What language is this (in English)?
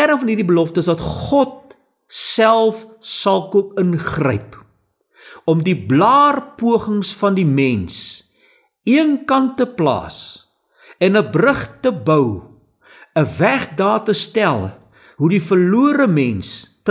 Afrikaans